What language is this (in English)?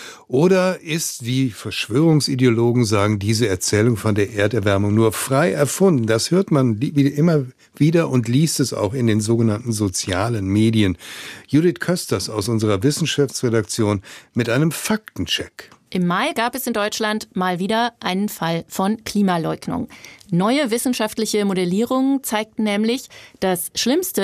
German